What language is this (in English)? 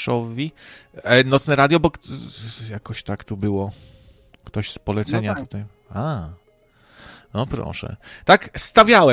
Polish